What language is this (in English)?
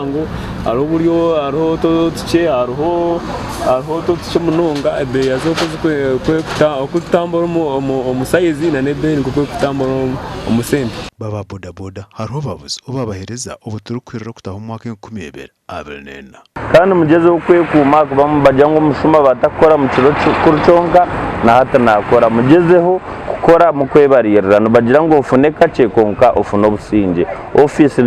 Nyankole